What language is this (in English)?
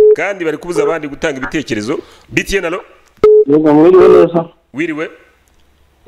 Kinyarwanda